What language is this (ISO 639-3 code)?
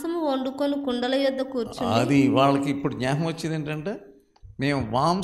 tel